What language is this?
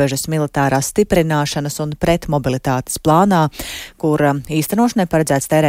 Latvian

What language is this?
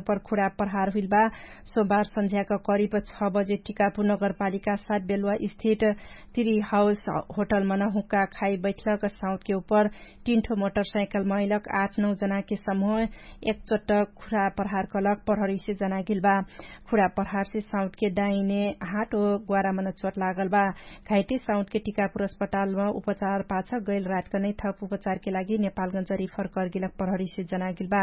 Dangaura Tharu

